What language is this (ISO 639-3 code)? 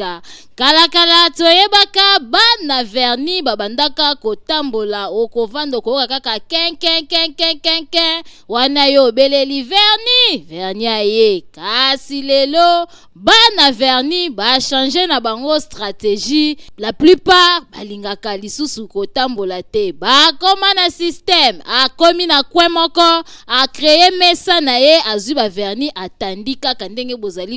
lin